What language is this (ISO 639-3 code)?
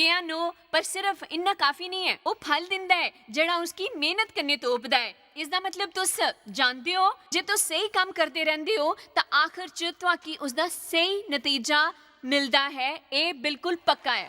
doi